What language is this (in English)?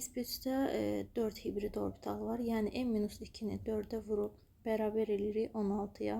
Azerbaijani